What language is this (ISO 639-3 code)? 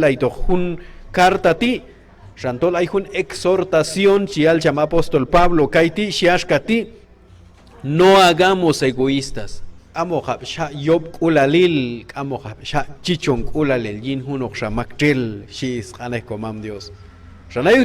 kjb